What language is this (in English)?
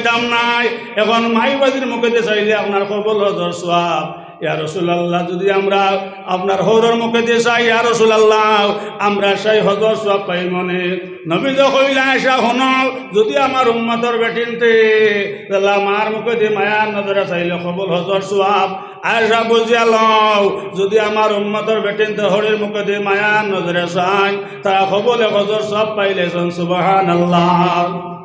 Sylheti